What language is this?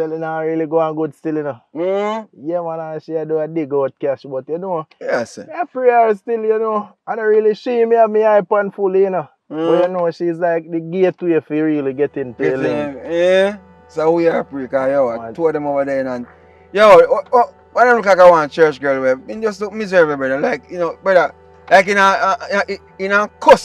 Jamaican Creole English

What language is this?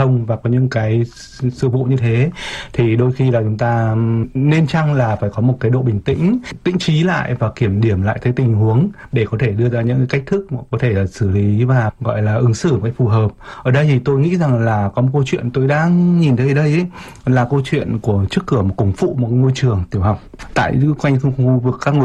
Vietnamese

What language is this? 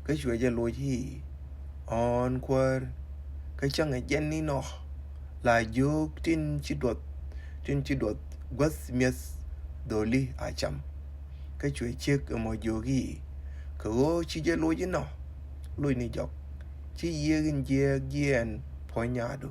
Nuer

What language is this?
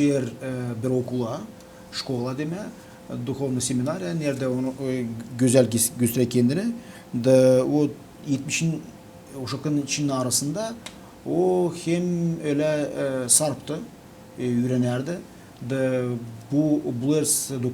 Gagauz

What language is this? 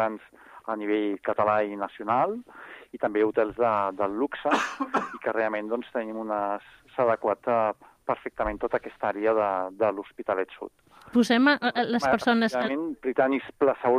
Catalan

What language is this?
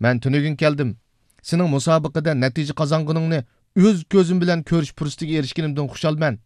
Uyghur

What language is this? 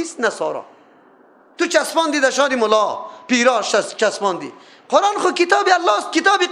Persian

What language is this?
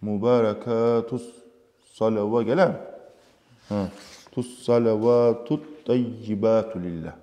Kumyk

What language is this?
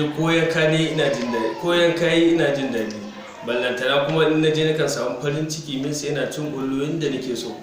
Hausa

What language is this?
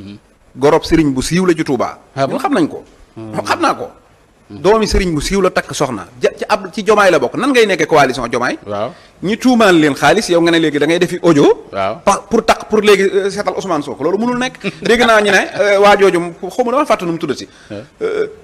Wolof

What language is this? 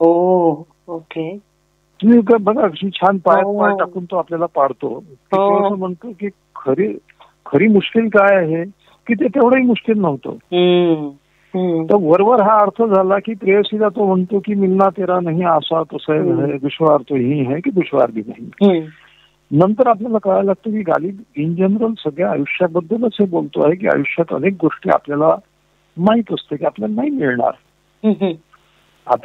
Marathi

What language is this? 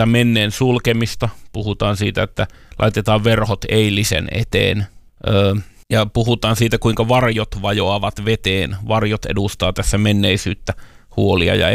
Finnish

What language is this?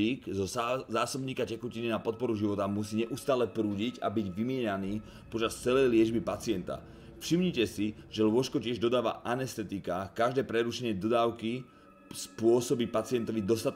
Slovak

